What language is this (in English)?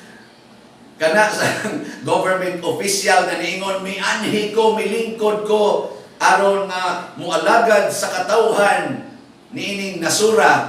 Cebuano